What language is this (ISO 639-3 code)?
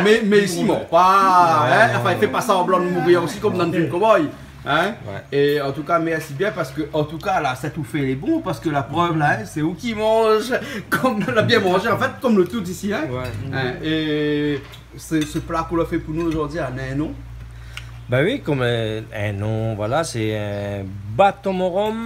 rcf